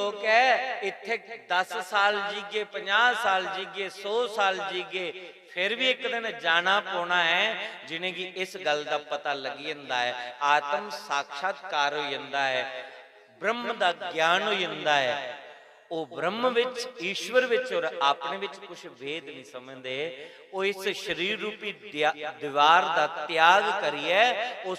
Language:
Dogri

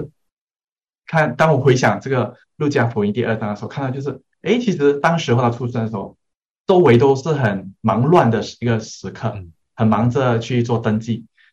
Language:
Chinese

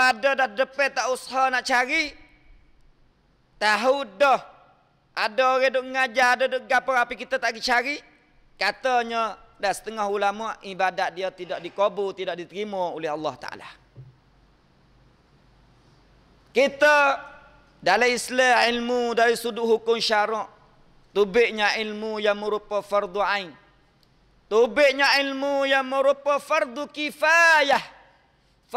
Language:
Malay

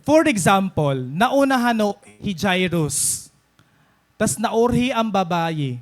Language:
Waray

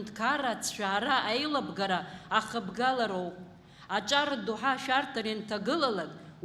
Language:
Abkhazian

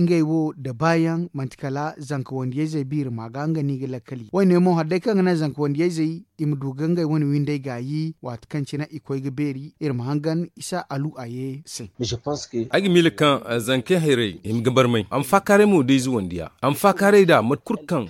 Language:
Zarma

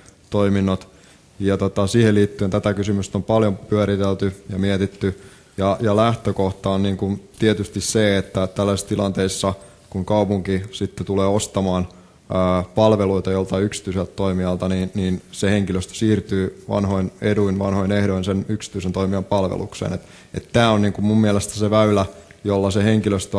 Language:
Finnish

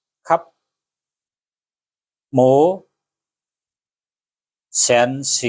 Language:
Shan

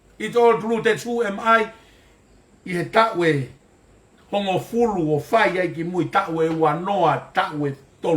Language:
Tongan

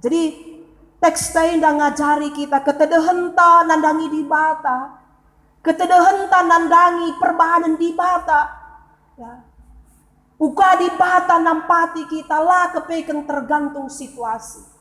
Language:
Batak Karo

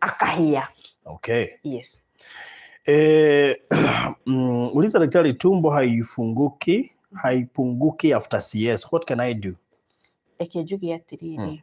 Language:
Kikuyu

